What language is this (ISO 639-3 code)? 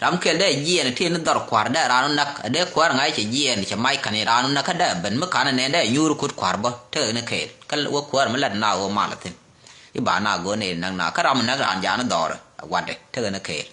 nus